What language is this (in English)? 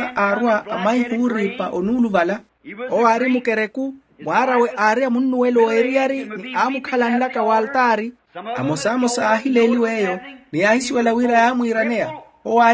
Makhuwa